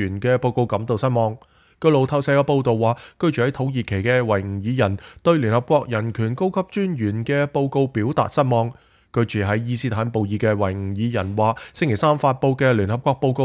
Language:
Cantonese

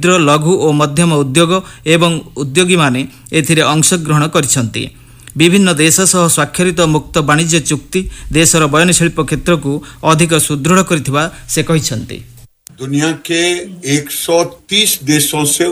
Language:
Odia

